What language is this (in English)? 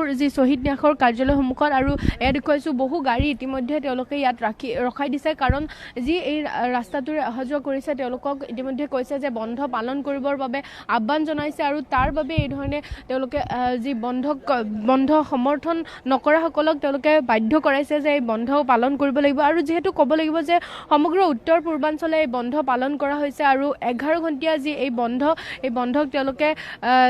Assamese